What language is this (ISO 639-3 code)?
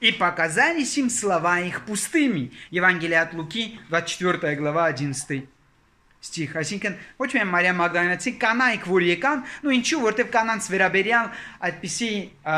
hye